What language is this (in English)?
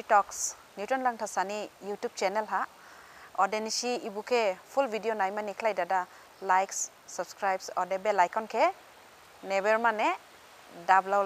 Dimasa